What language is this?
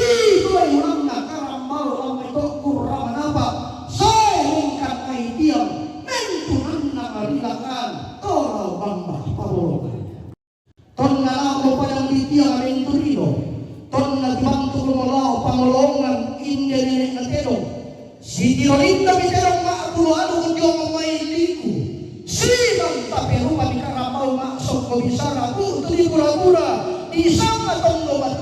Toraja-Sa'dan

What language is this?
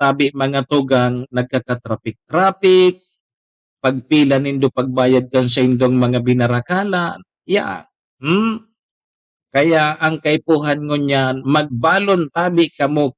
Bikol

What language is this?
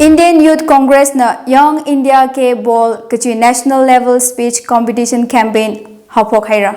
Tangkhul Naga (India)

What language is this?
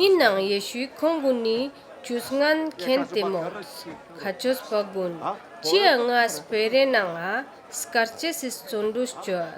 Ladakhi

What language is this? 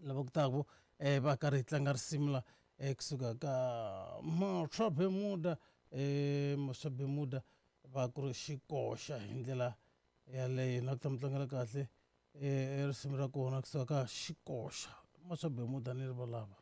Tsonga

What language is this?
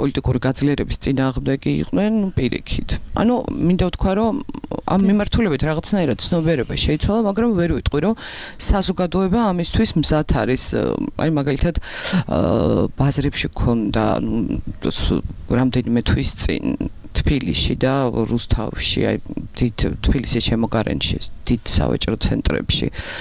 Georgian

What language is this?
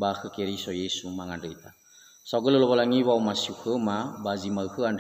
Nias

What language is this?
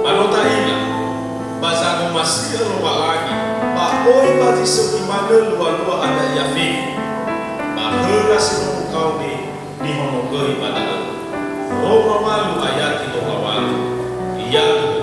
Nias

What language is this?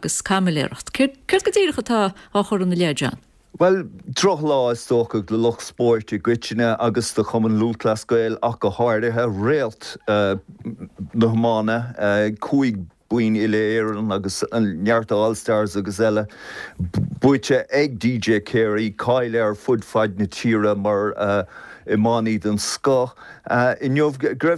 Irish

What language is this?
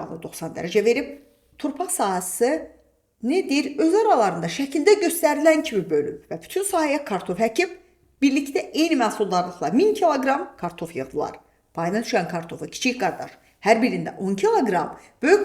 Azerbaijani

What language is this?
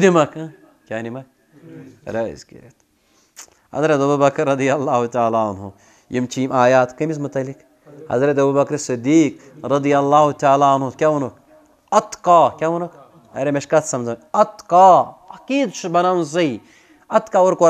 Kashmiri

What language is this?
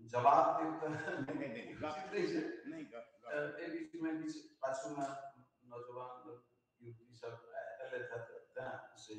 Maithili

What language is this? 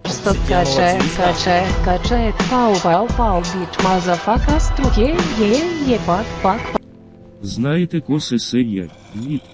Rusyn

